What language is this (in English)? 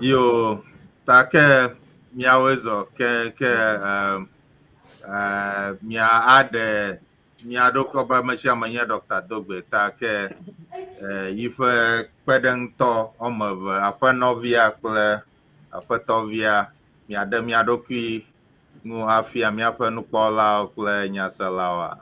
Ewe